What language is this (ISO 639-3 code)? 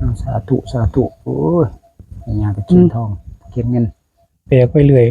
tts